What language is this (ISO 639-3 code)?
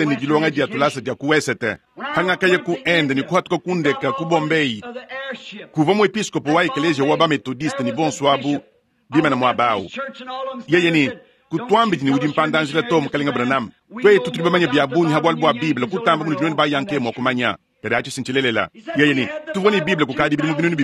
lua